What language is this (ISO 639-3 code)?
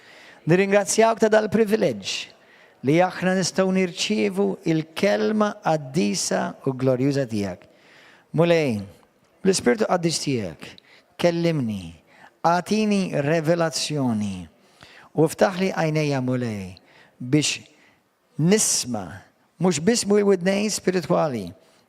mlt